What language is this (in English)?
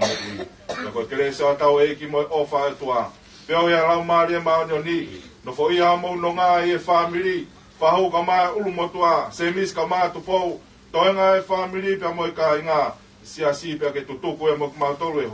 Tongan